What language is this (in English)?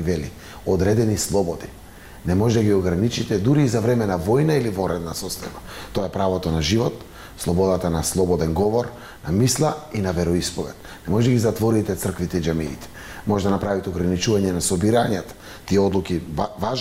Macedonian